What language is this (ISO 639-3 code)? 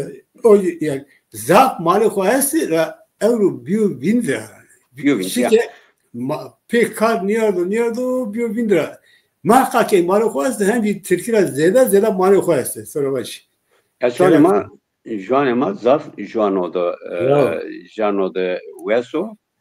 zza